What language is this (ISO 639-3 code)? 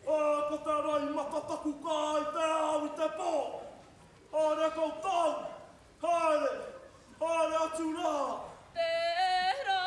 mri